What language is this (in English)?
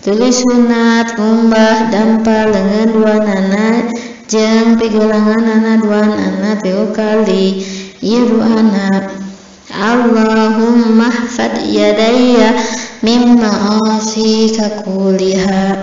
Sundanese